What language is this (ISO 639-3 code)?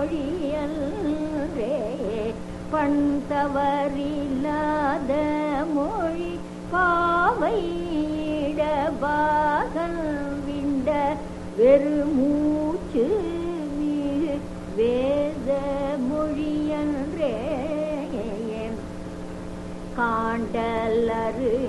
tam